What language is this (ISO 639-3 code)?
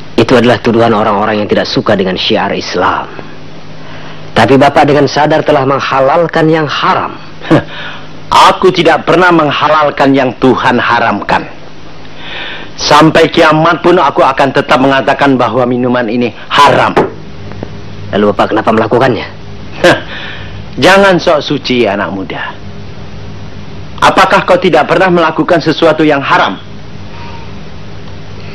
ind